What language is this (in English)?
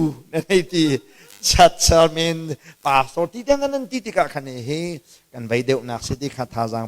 Hakha Chin